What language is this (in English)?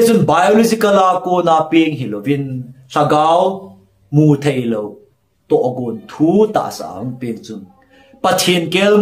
Thado Chin